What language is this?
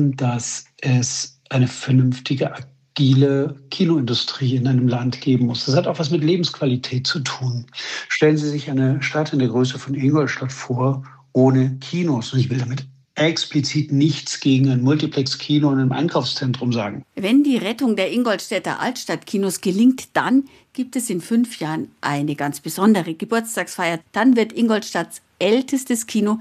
German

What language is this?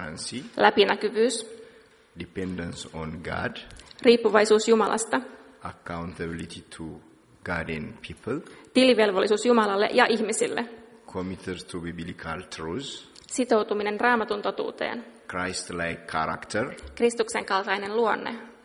Finnish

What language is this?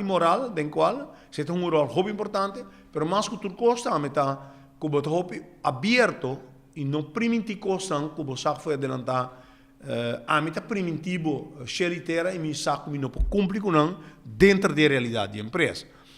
Papiamento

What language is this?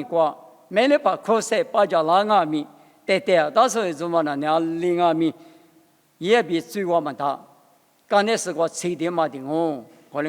Lisu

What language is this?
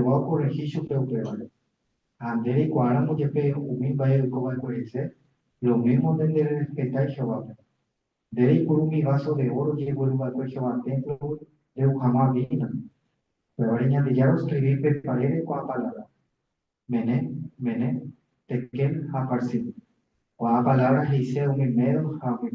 Guarani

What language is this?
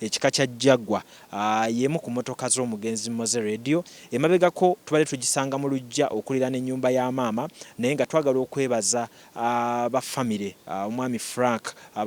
Ganda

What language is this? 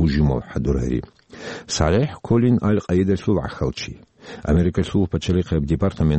Avaric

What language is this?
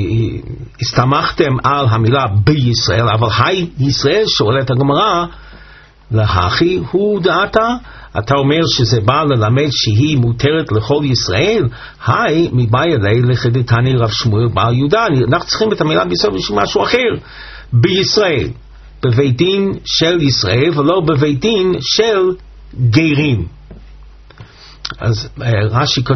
Hebrew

